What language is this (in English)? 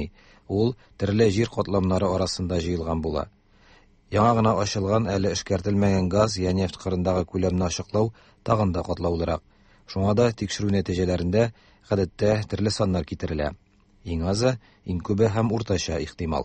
Tatar